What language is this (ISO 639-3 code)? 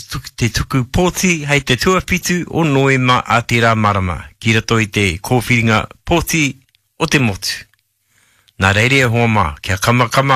mri